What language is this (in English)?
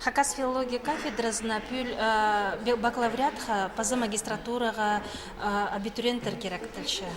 Khakas